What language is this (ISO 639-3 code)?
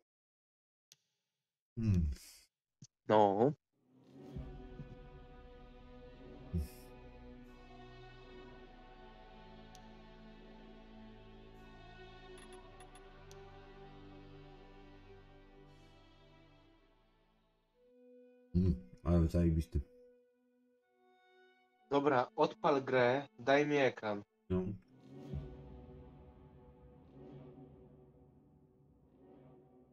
pol